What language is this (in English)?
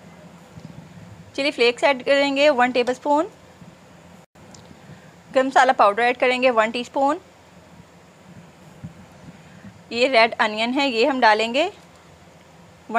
Hindi